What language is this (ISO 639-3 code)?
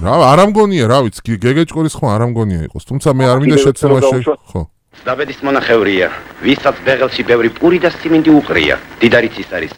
kat